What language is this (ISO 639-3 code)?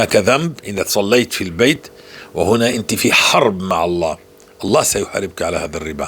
apc